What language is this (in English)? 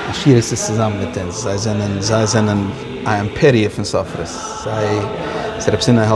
Yiddish